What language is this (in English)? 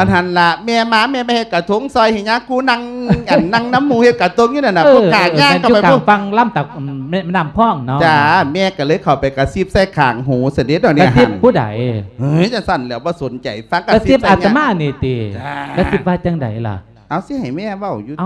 Lao